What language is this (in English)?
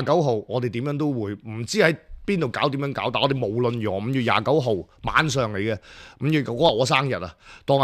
Cantonese